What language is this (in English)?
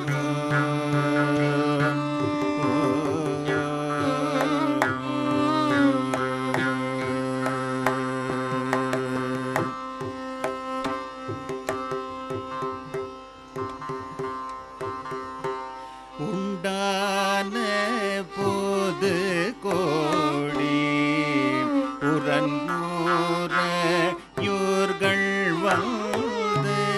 Tamil